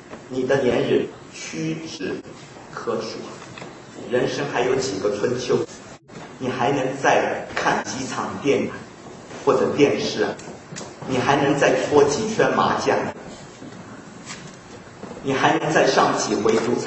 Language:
Chinese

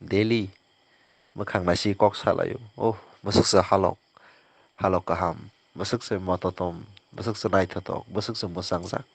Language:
Kok Borok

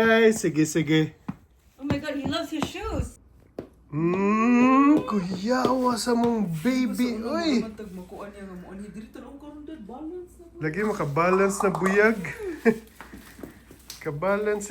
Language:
Cebuano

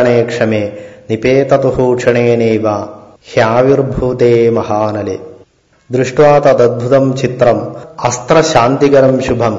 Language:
Sanskrit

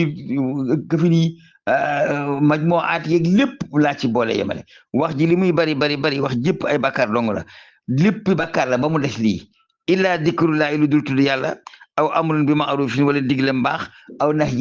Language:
Wolof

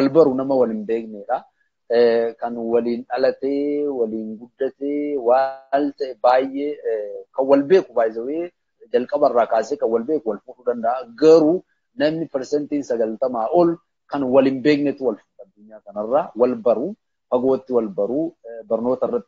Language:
Oromo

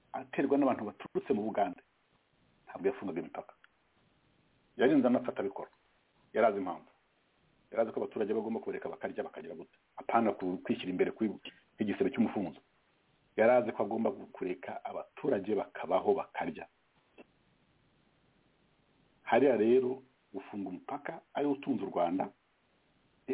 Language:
Kinyarwanda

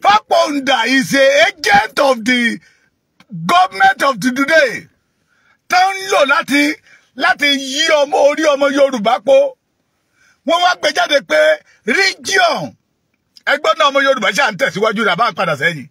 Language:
Yoruba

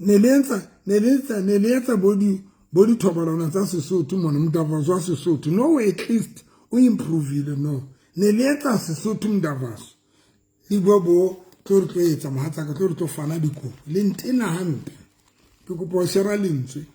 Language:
Southern Sotho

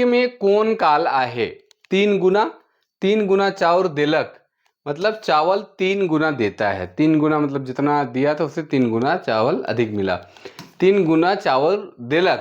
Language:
Sadri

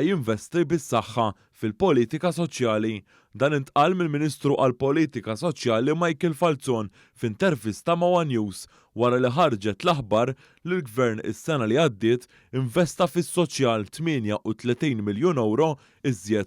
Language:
Maltese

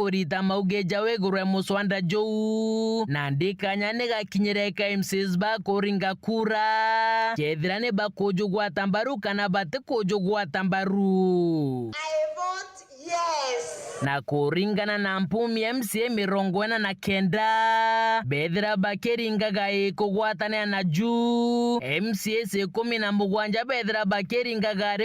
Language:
Meru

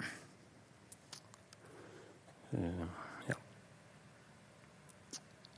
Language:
Norwegian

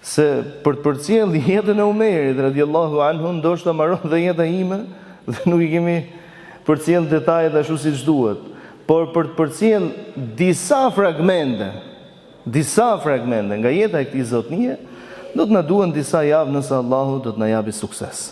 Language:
Albanian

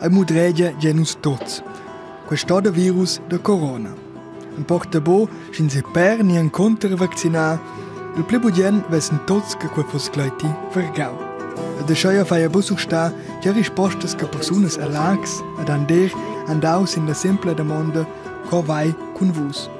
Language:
Romansh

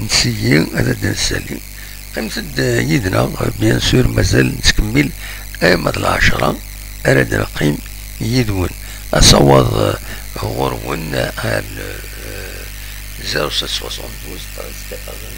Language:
Kabyle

